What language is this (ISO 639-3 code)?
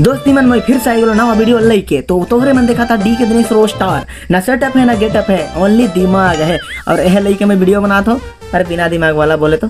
sck